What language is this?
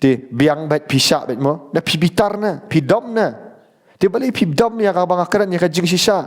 Khasi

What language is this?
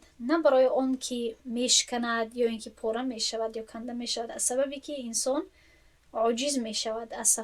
Tajik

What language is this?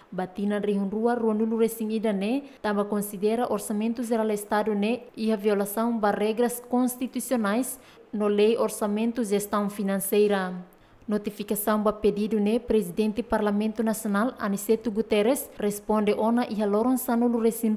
Tetum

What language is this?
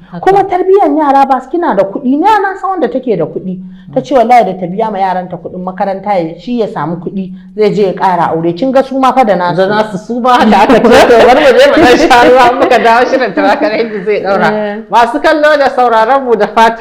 Hausa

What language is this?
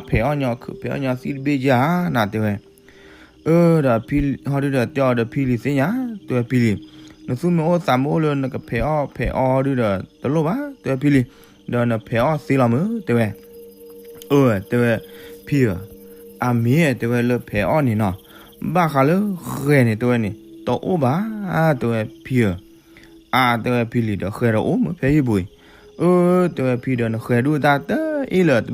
S'gaw Karen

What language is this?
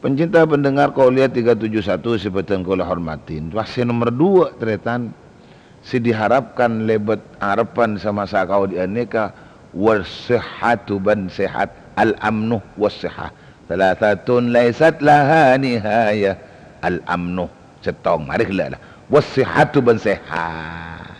Madurese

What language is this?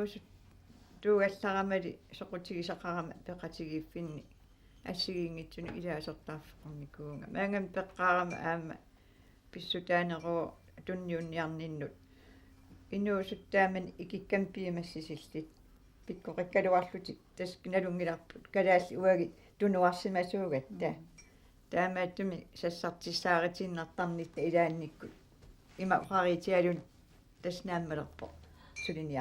Kalaallisut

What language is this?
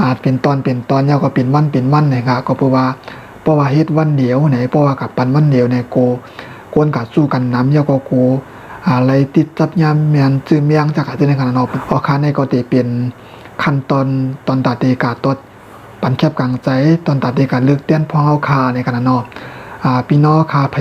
Shan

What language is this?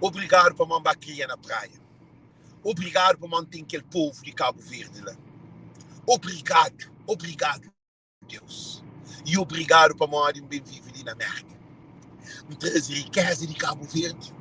Kabuverdianu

